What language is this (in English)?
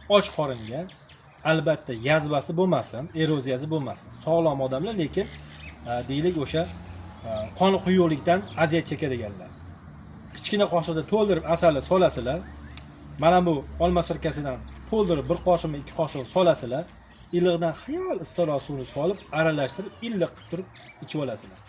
Uzbek